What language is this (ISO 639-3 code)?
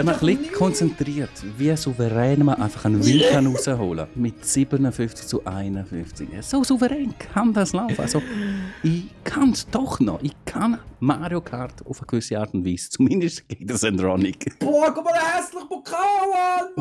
gsw